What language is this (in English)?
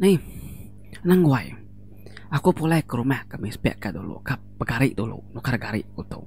Iban